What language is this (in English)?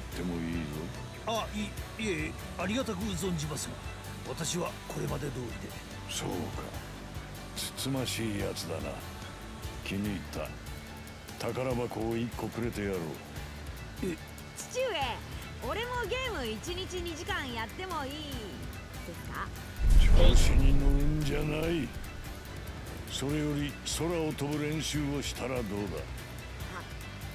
Japanese